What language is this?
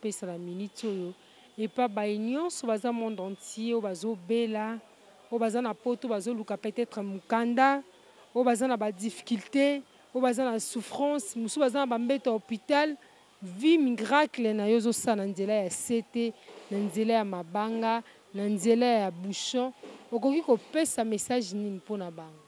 Lingala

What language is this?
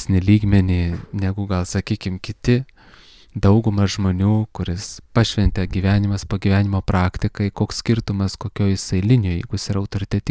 Lithuanian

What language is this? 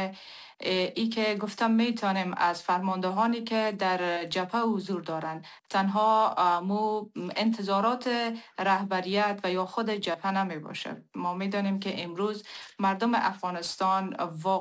Persian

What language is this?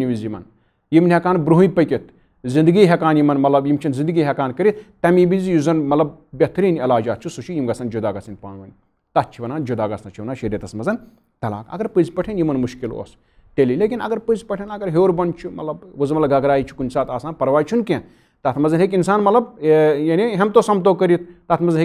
Kashmiri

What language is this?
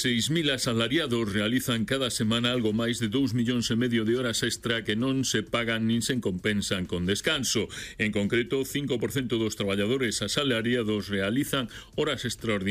Galician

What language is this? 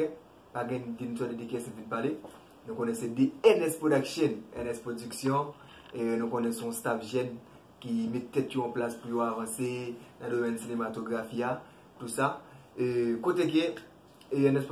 Haitian Creole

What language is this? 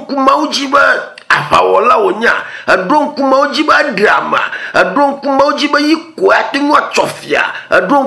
Ewe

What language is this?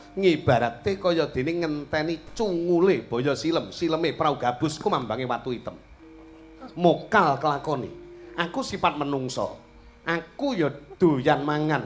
Javanese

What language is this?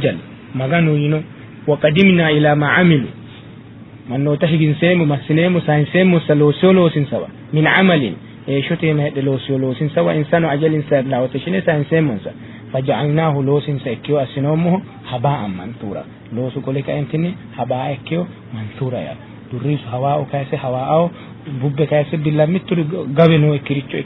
Sidamo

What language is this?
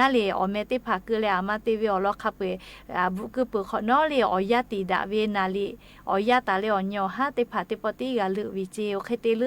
Lahu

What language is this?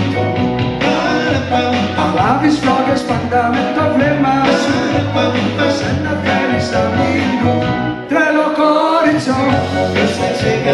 Greek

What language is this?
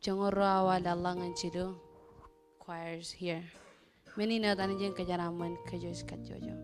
Marshallese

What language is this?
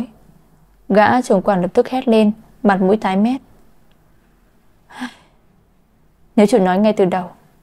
Vietnamese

